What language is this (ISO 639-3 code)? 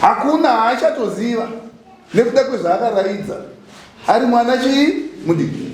sna